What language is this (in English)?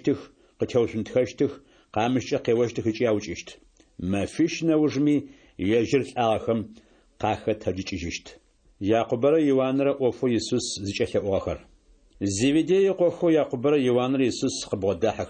Adyghe